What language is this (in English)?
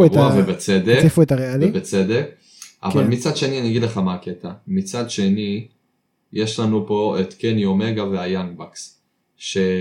Hebrew